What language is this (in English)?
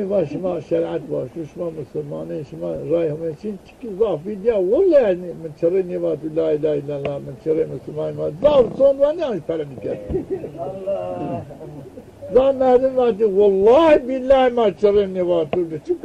Zaza